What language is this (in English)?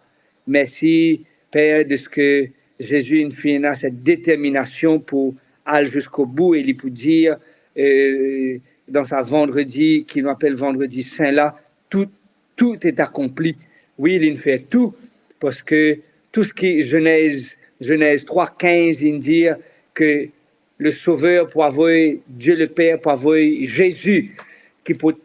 Morisyen